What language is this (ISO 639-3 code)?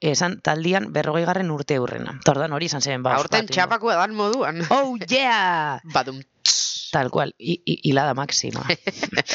eus